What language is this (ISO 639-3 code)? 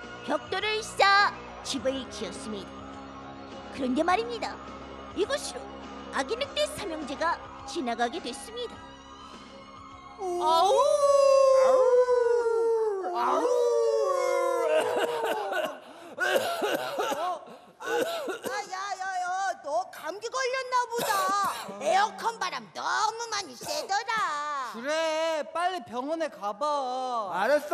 kor